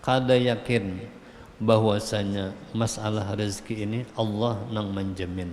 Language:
Banjar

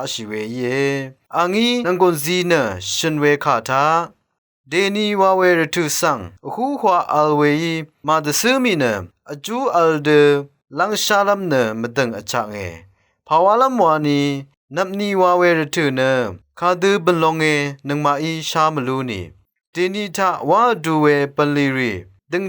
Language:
Rawang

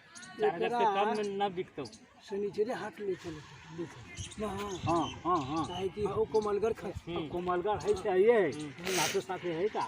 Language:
Magahi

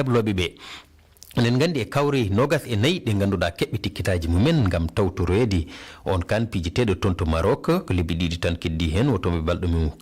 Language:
Fula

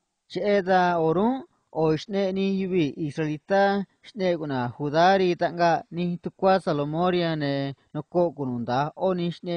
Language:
Copala Triqui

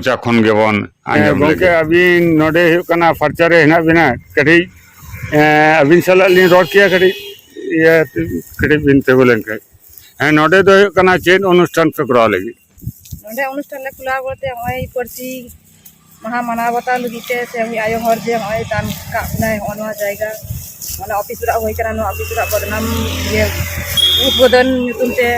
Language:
Santali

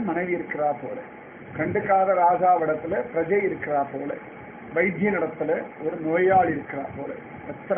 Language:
Tamil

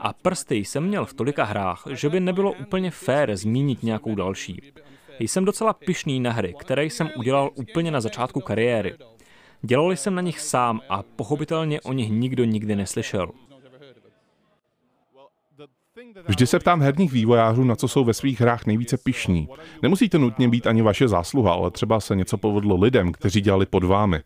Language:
Czech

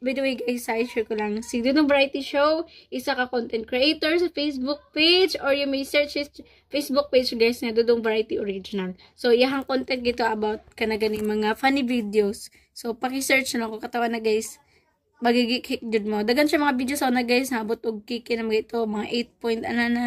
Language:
Cebuano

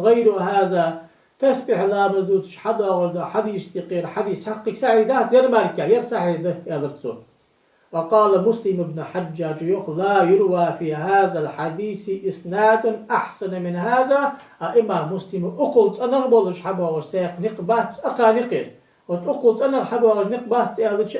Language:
Ingush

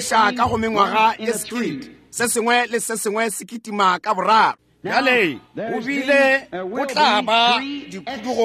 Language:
Northern Sotho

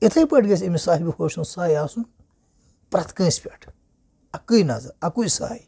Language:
Kashmiri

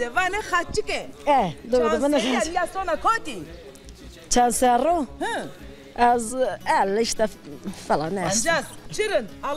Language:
Zaza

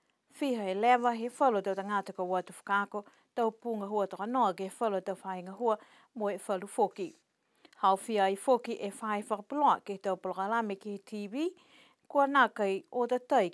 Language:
Niuean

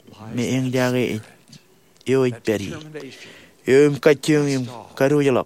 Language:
Marshallese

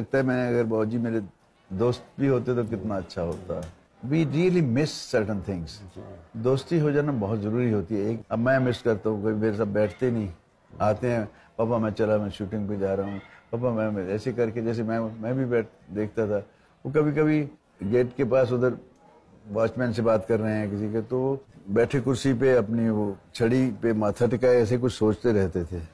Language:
Urdu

